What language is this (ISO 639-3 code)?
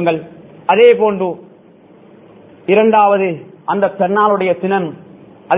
tam